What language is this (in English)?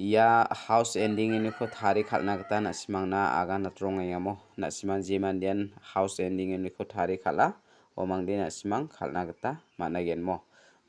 Garo